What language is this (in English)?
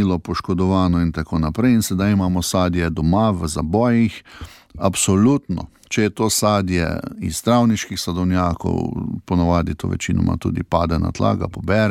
Slovenian